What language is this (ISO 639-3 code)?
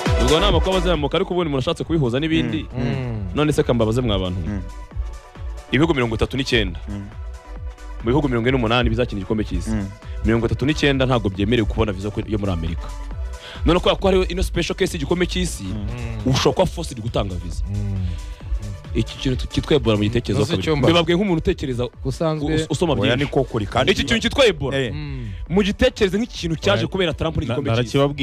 kin